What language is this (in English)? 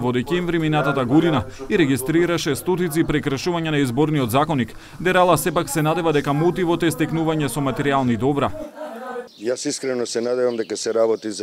Macedonian